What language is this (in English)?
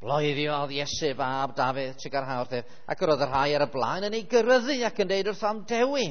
Welsh